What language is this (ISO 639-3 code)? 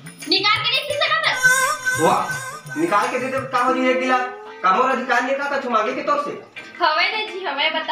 hne